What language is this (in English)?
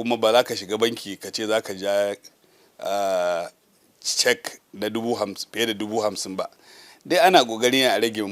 Hausa